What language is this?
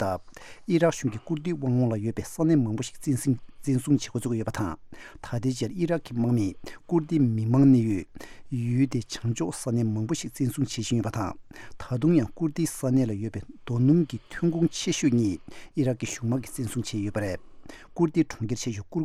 Tibetan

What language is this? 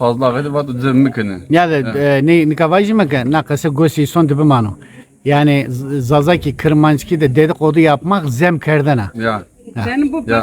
Zaza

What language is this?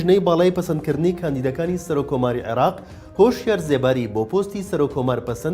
Central Kurdish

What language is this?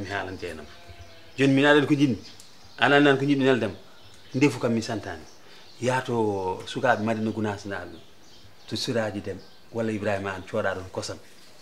Fula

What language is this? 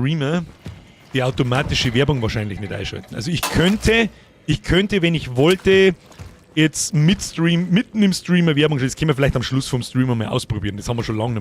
Bavarian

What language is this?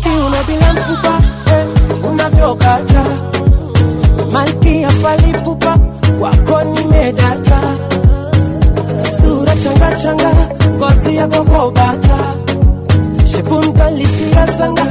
Swahili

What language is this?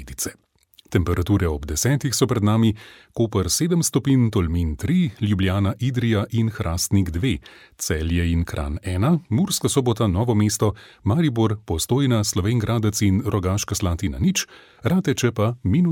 Slovenian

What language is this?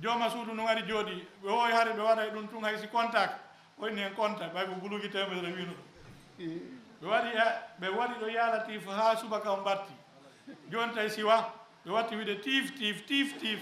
Fula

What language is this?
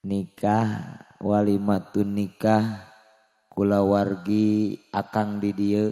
Sundanese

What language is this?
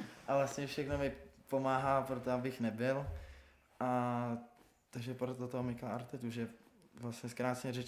Czech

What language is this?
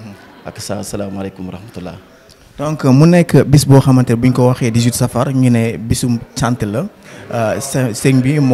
Wolof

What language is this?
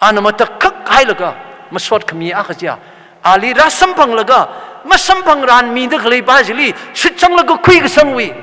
Tangkhul Naga (India)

